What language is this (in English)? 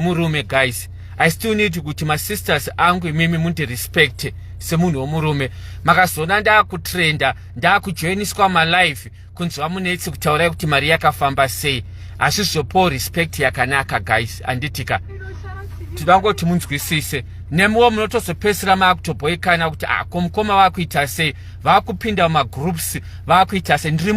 Shona